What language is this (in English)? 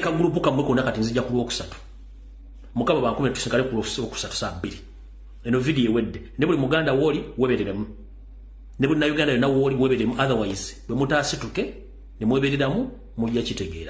Ganda